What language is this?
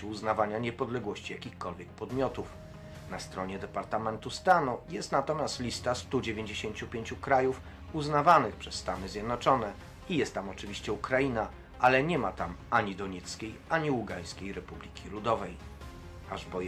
Polish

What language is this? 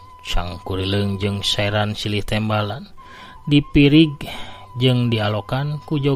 Sundanese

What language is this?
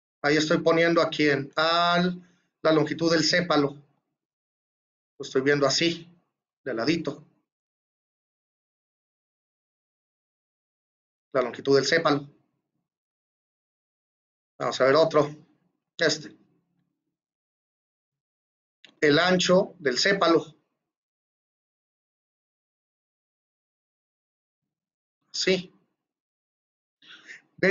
Spanish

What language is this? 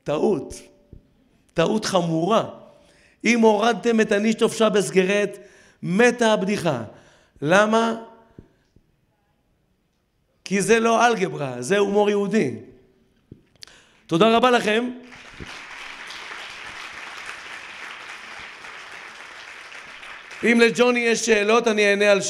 Hebrew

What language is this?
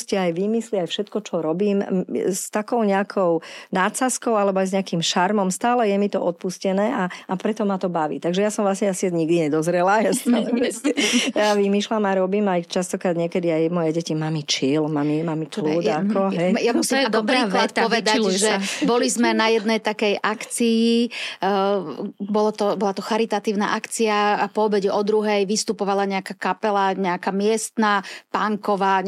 Slovak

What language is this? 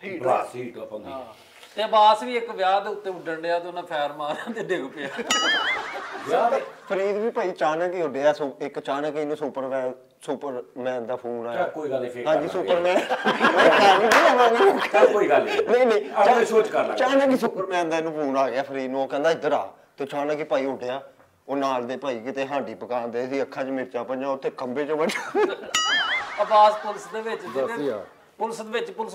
Punjabi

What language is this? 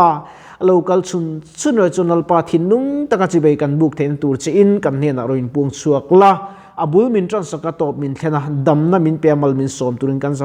Mizo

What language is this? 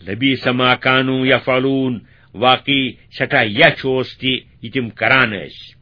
Kashmiri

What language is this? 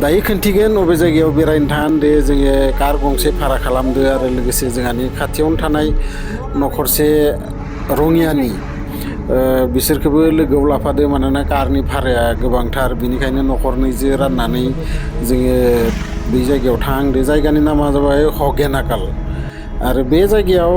Bodo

